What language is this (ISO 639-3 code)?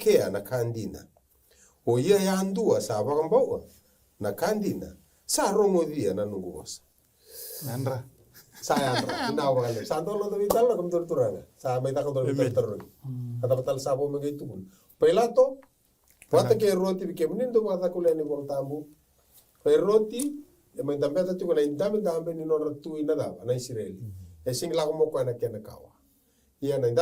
fij